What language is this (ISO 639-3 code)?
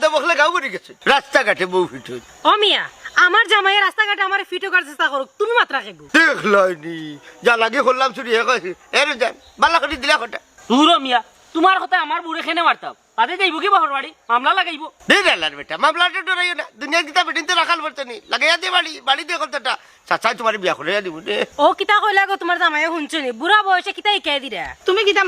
syl